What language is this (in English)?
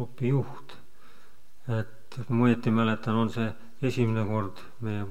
Estonian